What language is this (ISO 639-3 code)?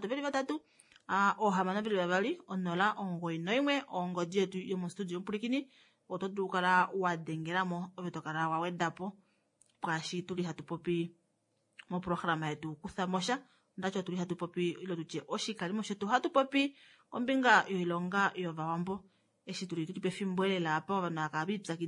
kua